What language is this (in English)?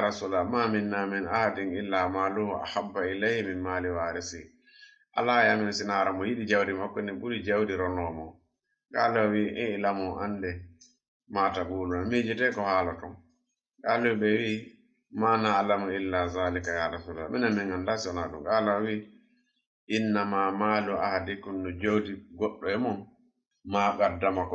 Fula